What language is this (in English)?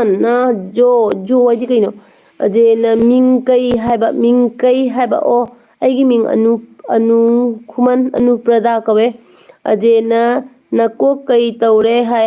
Manipuri